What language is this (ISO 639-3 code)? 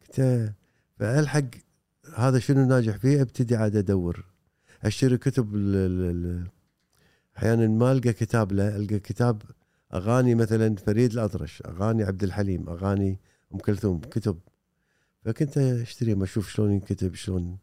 afb